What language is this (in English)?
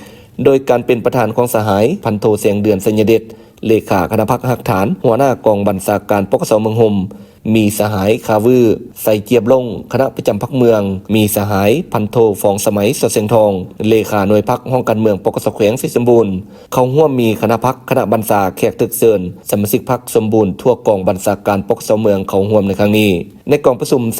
Lao